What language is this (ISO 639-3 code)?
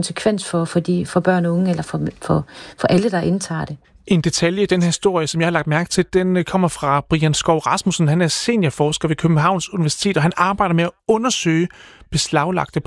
dan